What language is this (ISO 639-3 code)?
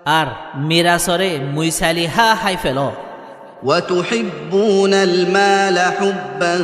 rhg